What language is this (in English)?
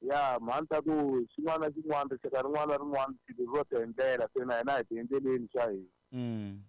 Tsonga